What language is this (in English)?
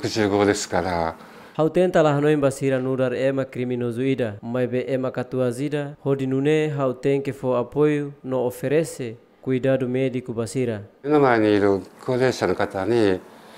Tetum